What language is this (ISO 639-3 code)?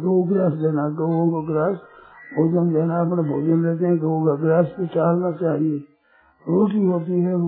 hin